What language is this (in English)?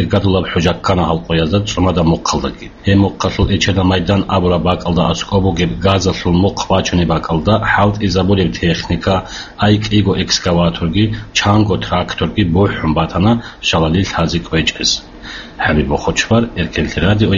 Avaric